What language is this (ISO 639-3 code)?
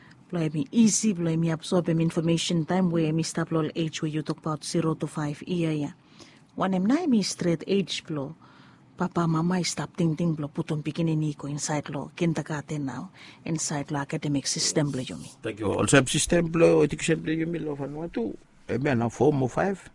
bis